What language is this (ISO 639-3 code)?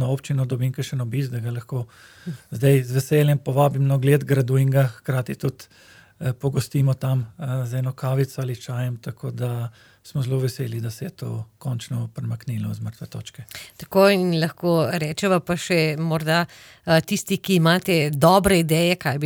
slv